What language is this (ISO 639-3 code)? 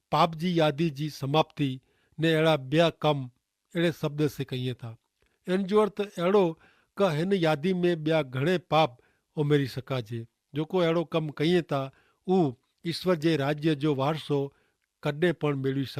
kfr